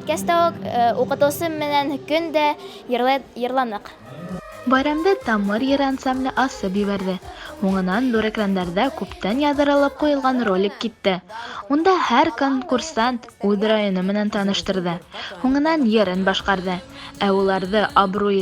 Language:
Bashkir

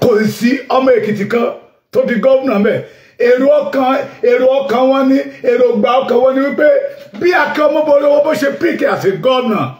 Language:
Yoruba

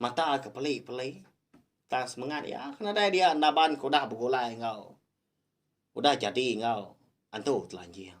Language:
Iban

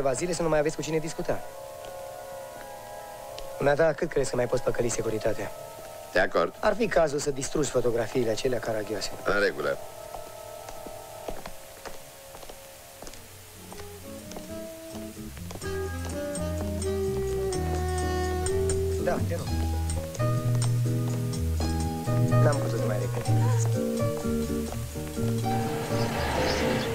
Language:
Romanian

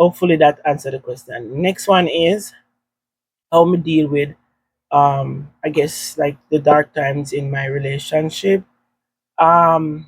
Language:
Jamaican Creole English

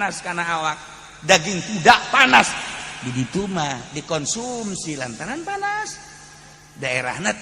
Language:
Sundanese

